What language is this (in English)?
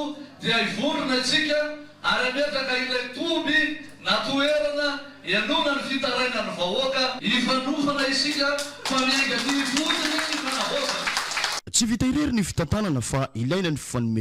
Malagasy